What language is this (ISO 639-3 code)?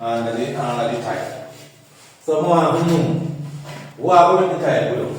jam